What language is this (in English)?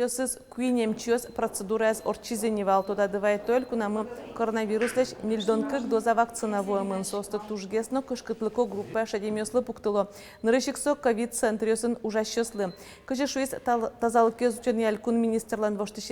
Udmurt